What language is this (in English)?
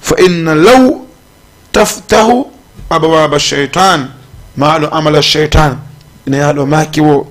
Fula